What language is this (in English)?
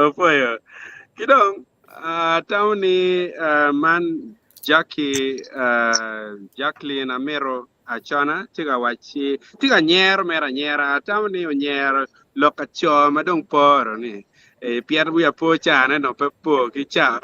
Acoli